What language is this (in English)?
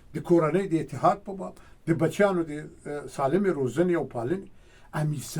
Pashto